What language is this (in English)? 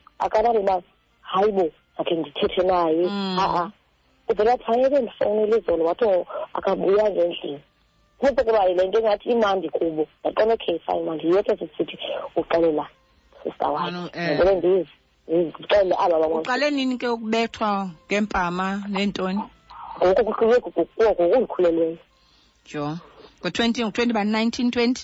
Xhosa